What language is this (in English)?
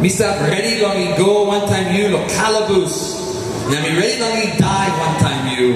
Tok Pisin